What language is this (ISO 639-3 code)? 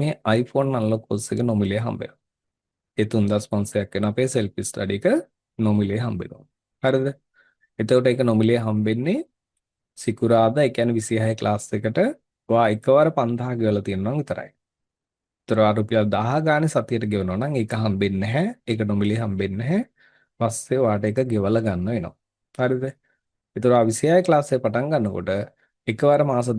sin